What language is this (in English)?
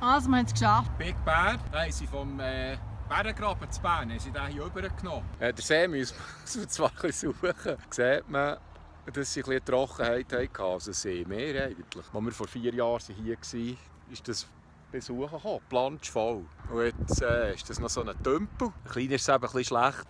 Swiss German